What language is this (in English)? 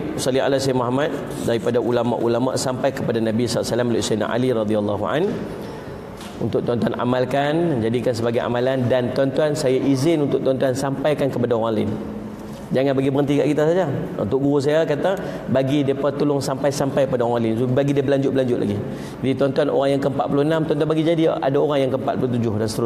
Malay